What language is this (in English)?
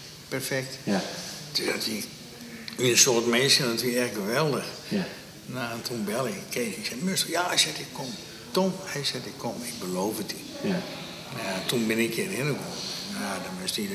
Western Frisian